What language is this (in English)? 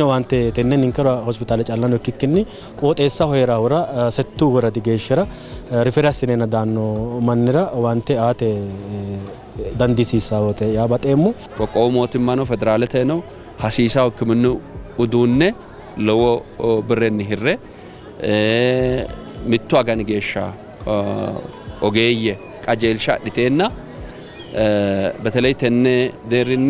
Sidamo